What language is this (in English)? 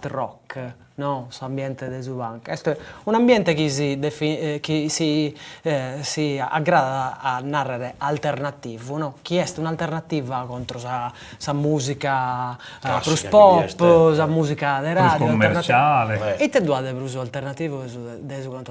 Sardinian